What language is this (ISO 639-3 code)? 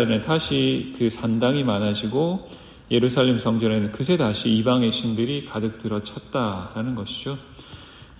kor